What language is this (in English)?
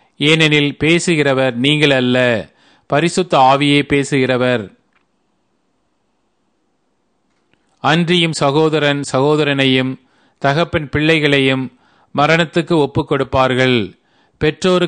Tamil